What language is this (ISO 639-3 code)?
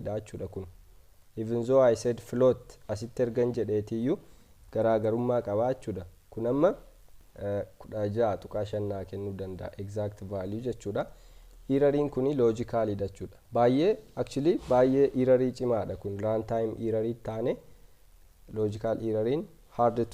orm